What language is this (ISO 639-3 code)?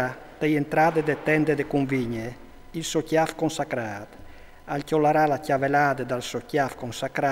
fur